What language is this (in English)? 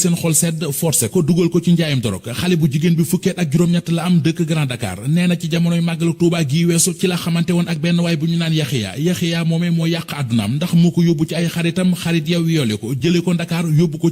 Wolof